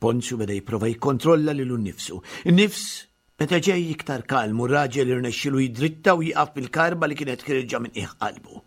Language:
Maltese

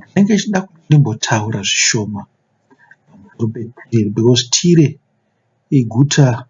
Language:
Shona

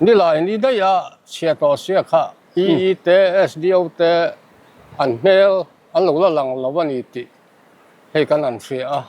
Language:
Mizo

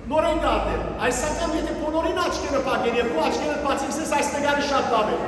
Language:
Western Armenian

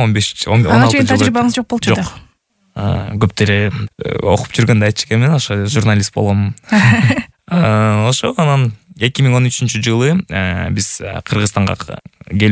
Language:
Kyrgyz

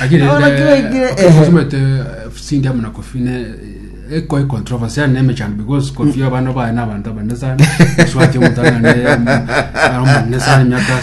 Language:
Gusii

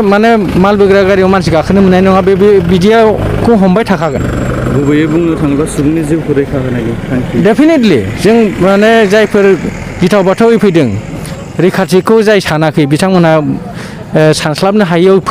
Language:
Bodo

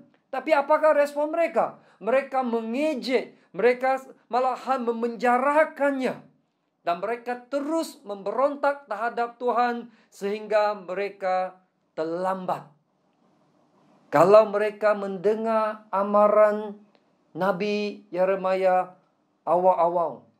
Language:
Malay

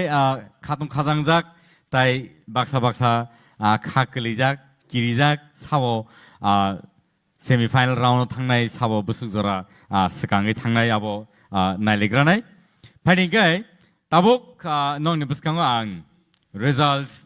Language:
Kok Borok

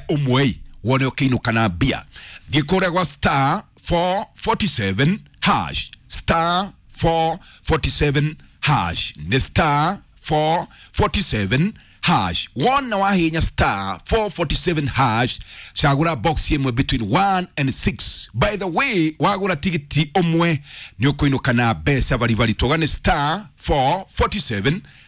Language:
Kikuyu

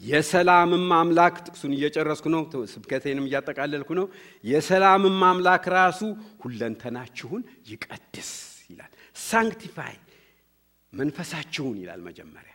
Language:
Amharic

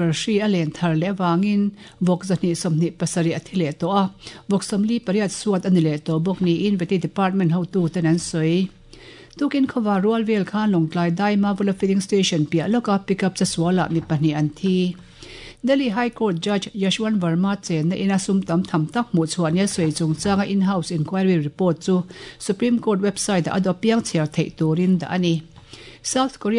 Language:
Mizo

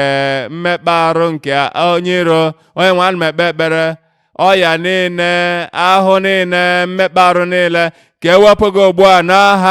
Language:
Igbo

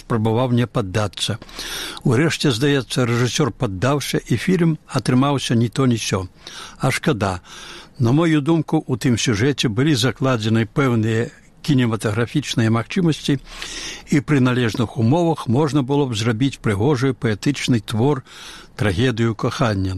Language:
Belarusian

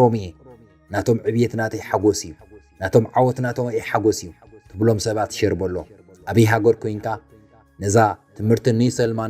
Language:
Tigrinya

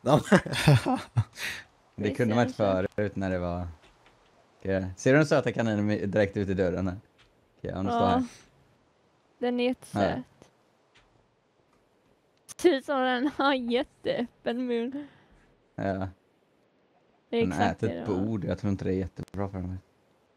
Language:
Swedish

